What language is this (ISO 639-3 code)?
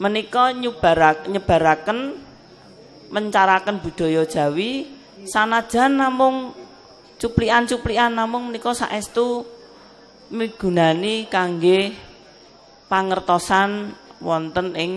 jav